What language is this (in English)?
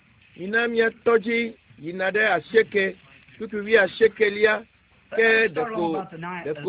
Ewe